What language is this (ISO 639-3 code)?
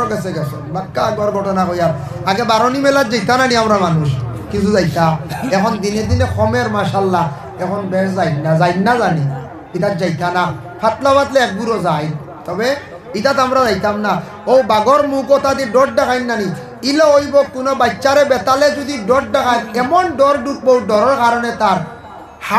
syl